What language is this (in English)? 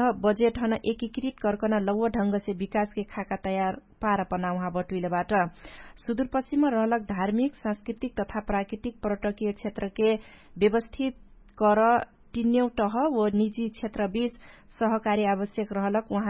Dangaura Tharu